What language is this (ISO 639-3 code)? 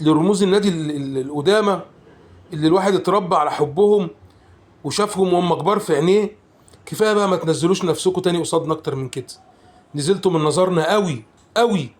arz